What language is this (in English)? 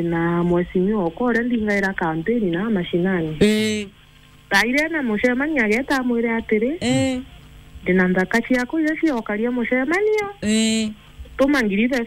Meru